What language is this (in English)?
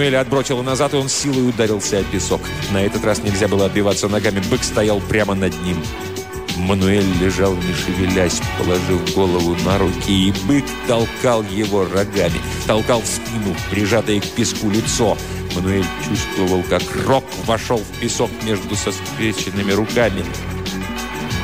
Russian